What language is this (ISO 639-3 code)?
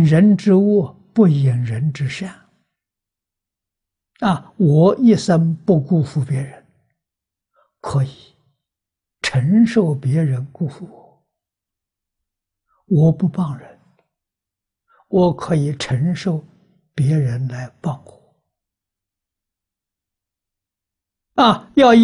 zho